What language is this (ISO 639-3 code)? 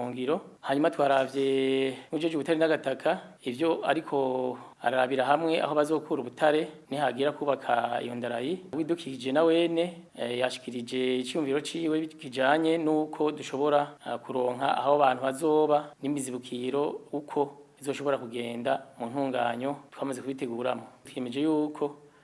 run